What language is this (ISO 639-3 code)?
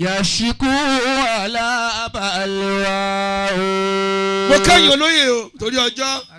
yor